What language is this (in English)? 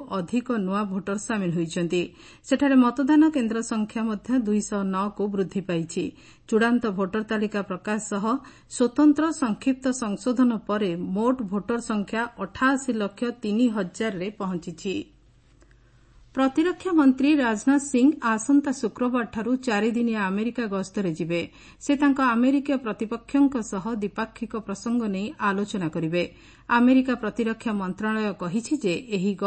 Odia